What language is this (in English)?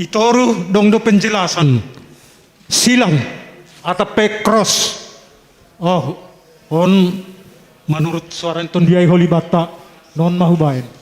Batak Simalungun